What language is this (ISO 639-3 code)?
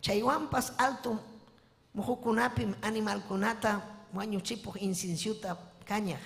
quy